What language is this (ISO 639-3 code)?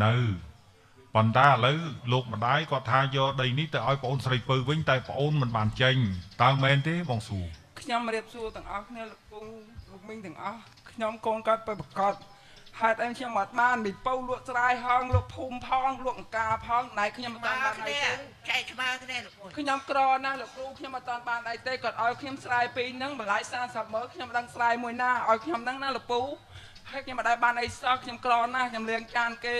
khm